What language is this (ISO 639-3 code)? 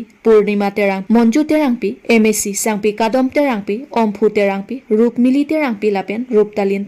mjw